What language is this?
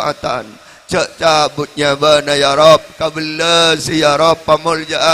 Madurese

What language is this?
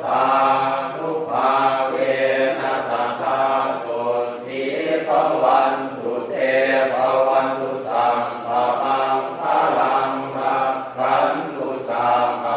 Pali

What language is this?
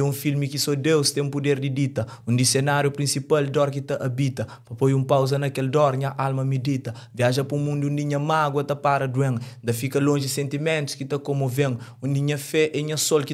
Kabuverdianu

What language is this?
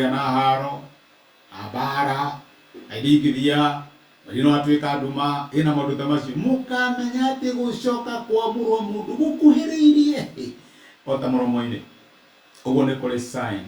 Kikuyu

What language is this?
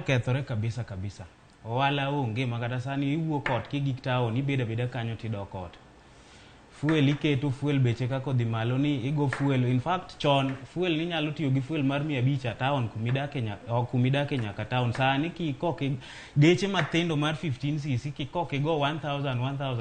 Luo (Kenya and Tanzania)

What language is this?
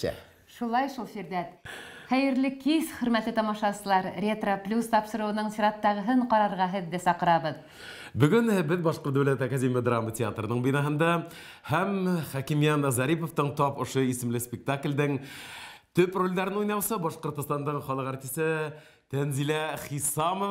Bashkir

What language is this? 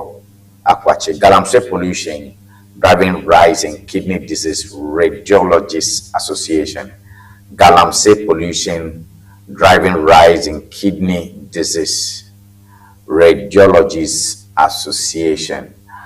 Ewe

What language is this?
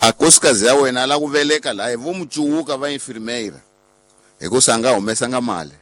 Tsonga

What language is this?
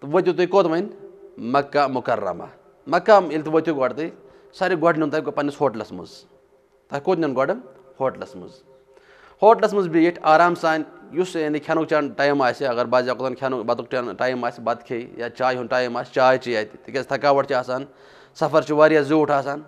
Kashmiri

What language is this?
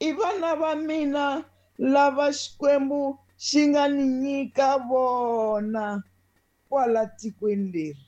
Tsonga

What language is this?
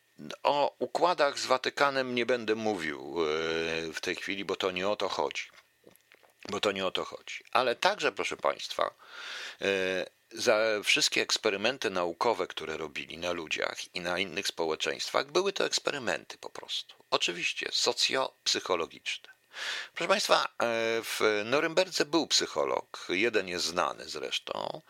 Polish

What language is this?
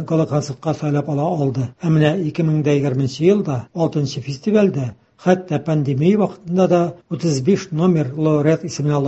Tatar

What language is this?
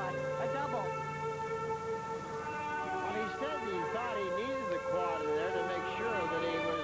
English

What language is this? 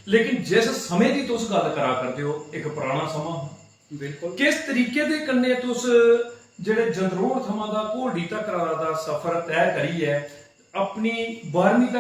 Dogri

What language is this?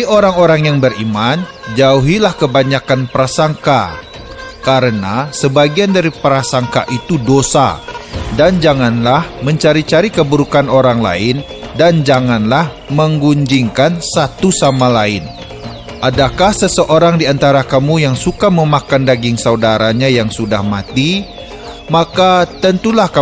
Minangkabau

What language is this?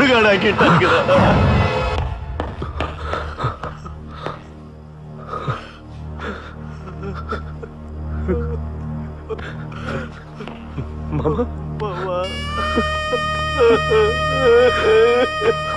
Tamil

